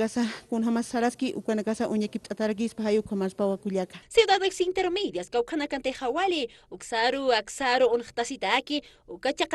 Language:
Aymara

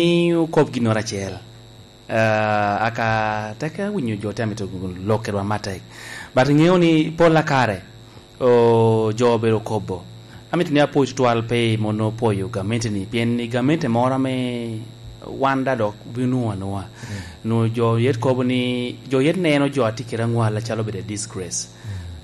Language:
Lango (Uganda)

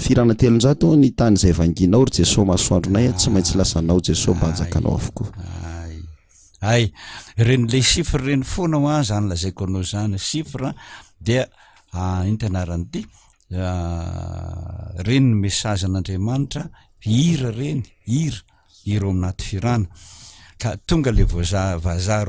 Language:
Malagasy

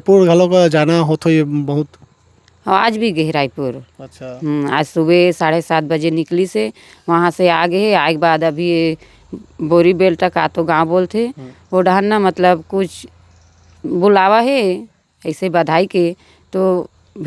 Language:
Chhattisgarhi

